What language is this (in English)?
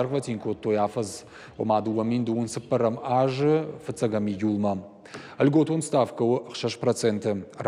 Ossetic